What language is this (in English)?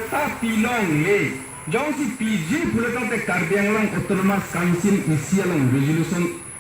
Karbi